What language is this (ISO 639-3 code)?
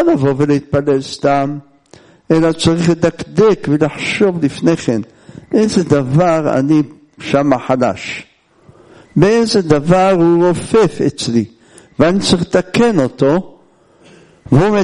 heb